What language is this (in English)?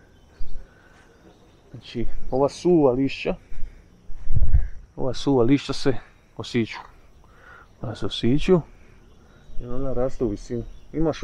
Croatian